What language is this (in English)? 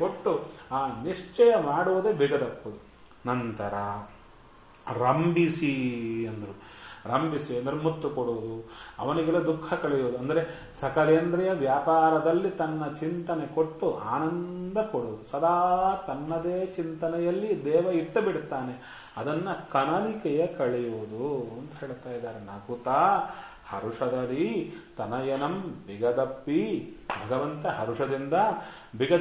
Kannada